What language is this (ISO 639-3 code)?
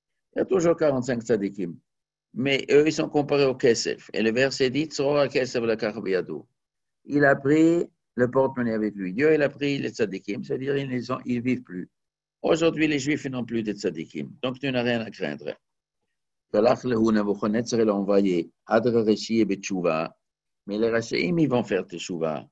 fra